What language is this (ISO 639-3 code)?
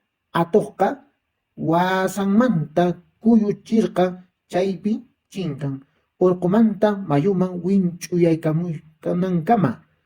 que